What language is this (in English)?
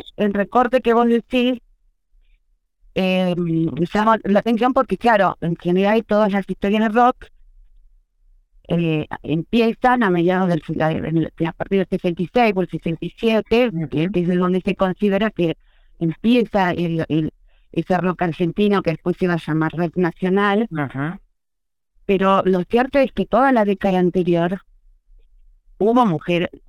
Spanish